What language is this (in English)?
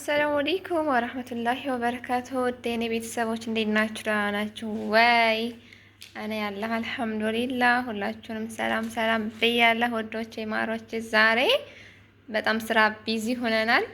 Amharic